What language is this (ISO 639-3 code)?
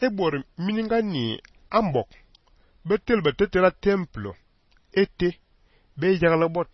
fan